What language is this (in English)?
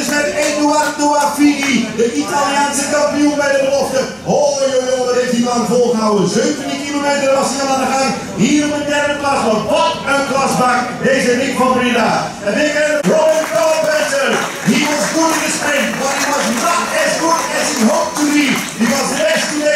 Dutch